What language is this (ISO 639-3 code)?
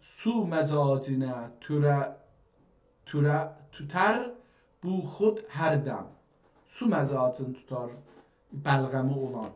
azb